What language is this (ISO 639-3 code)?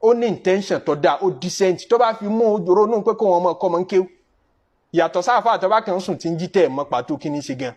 yor